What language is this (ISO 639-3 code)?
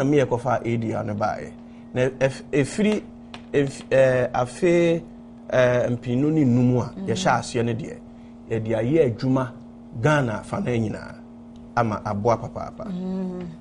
aka